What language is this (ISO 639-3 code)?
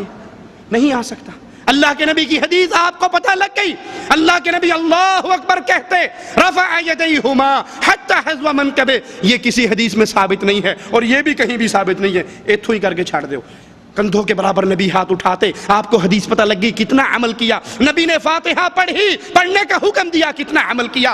urd